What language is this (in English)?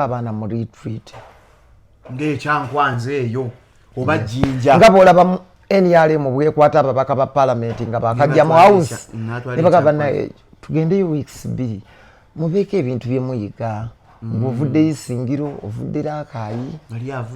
Ganda